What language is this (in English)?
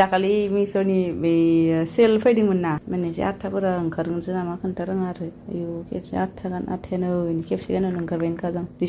Bodo